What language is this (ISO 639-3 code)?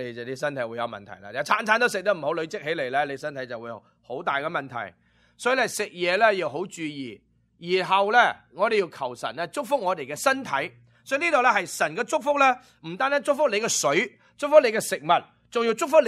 yue